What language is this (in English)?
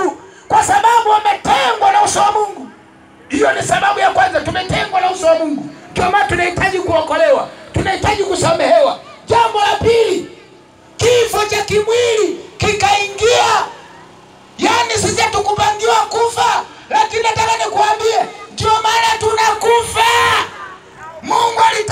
Swahili